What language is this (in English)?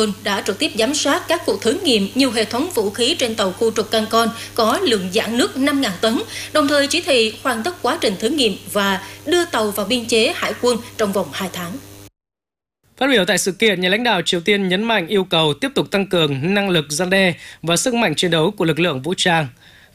Vietnamese